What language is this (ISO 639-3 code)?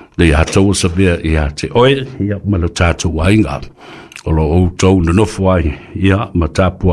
smo